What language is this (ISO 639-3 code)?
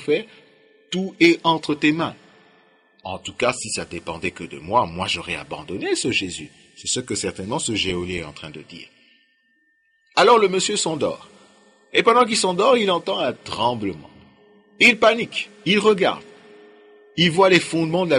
fra